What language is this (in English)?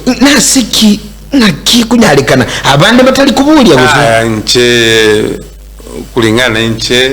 Gusii